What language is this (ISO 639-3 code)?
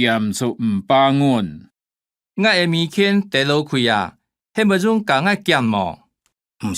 hak